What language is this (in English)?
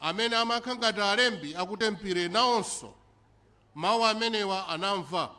Nyanja